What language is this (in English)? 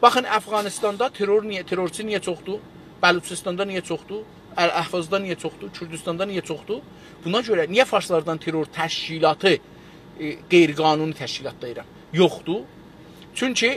South Azerbaijani